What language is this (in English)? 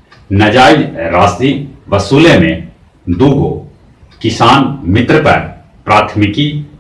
Magahi